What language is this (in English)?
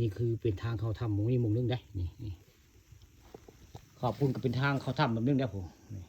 Northeastern Thai